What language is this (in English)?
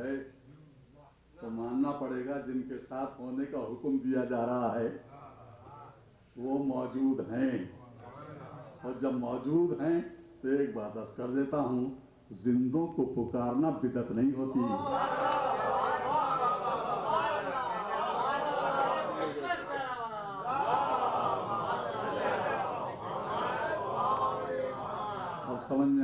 Urdu